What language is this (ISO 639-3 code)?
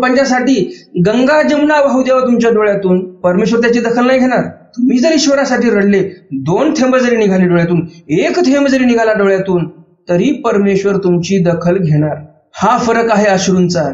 mar